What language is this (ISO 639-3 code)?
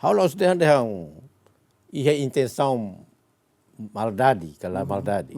tet